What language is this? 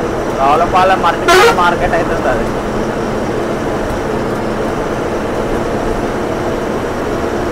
Telugu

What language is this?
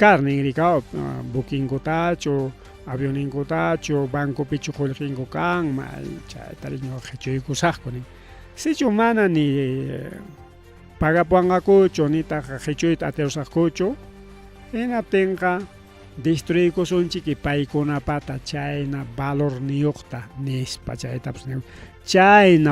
Ayacucho Quechua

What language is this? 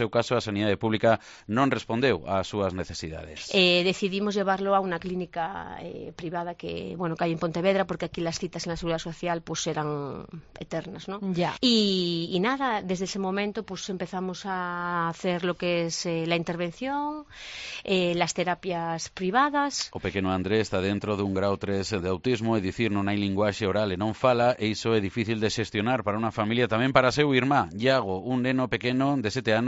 Galician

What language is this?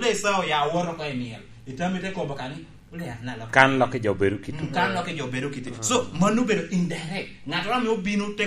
Lango (Uganda)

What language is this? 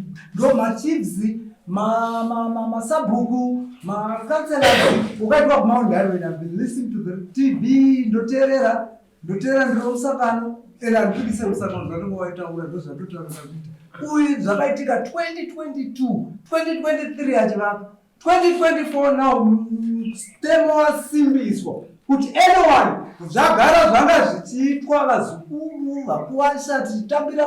Shona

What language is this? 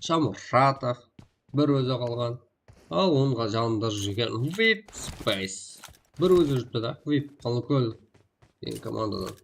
Kara-Kalpak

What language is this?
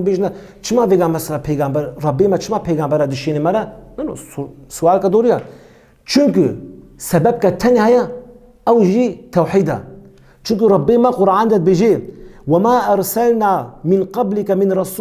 Kurdish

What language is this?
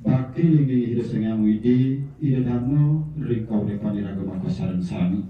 Balinese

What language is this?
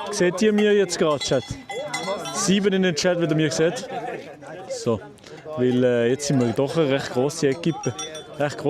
Swiss German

